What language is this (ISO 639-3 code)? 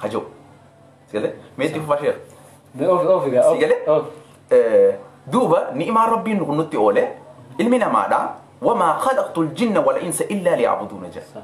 orm